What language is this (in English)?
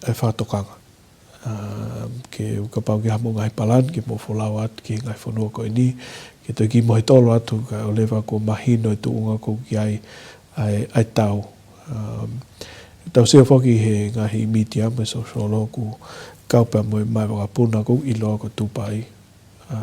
Tongan